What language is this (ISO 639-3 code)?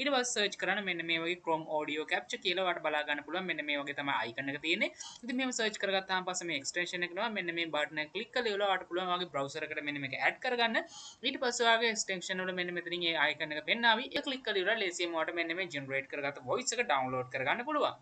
sin